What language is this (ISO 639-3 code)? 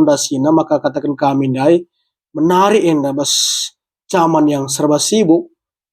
btx